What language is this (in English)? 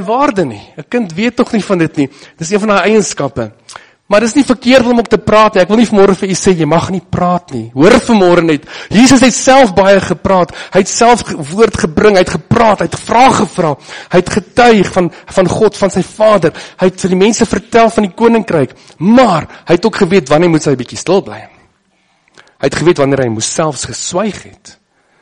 Afrikaans